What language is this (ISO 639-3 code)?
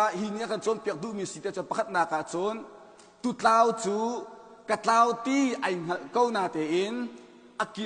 cnh